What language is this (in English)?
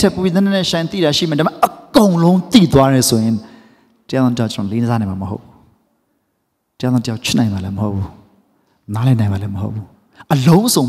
Burmese